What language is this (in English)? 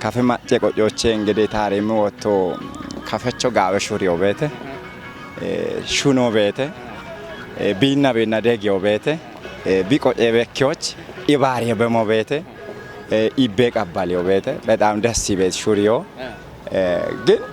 Kafa